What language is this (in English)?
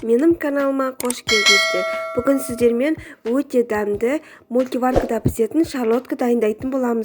Kazakh